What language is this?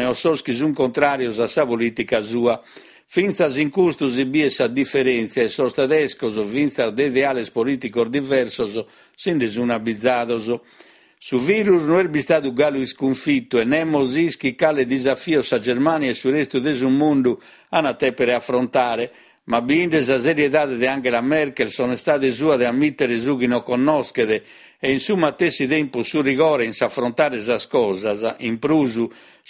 Sardinian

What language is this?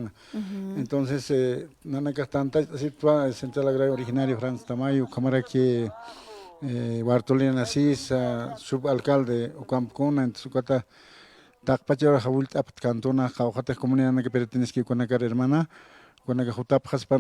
Aymara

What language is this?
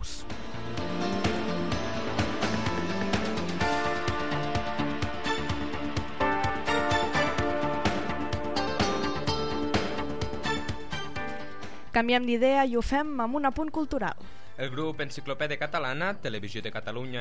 Catalan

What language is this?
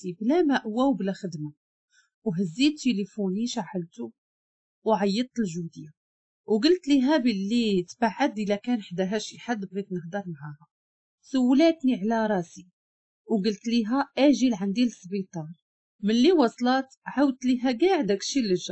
Moroccan Arabic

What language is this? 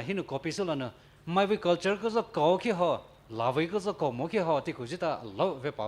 Poumei Naga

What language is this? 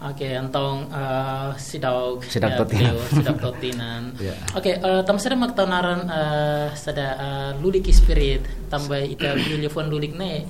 Tetum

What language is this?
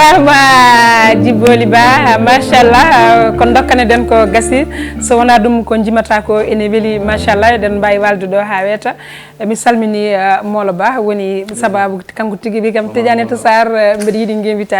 Fula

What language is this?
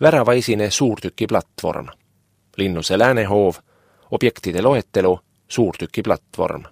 Estonian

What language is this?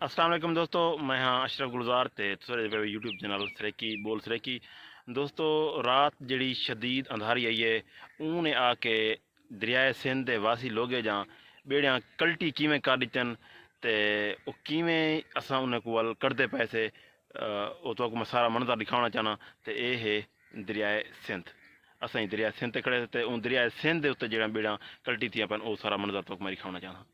Saraiki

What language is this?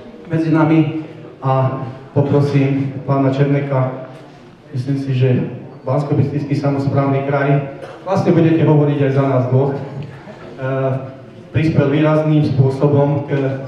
Slovak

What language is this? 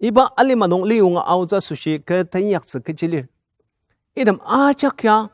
Ao Naga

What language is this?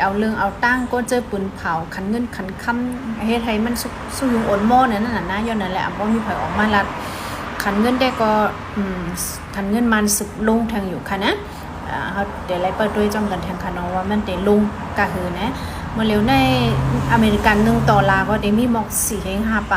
Shan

